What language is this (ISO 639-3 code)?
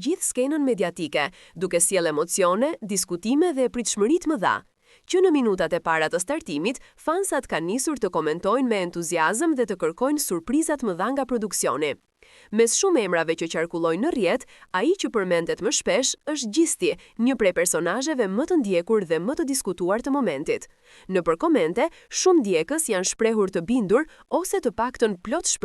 sqi